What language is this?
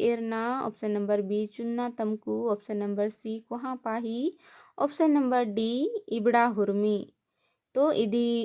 Kurukh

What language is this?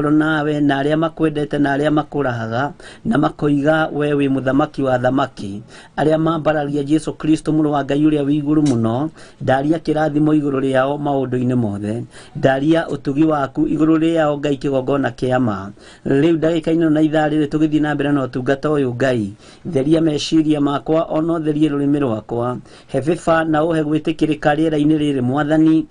Kikuyu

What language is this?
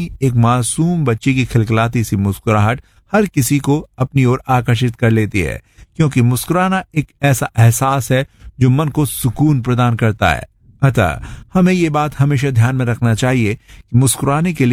Hindi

